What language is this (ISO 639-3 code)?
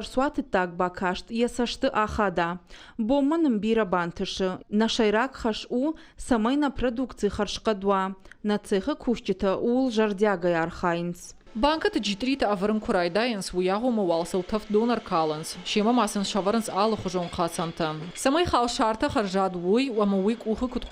oss